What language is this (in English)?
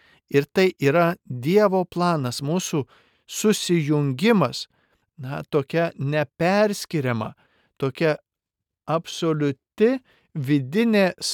Lithuanian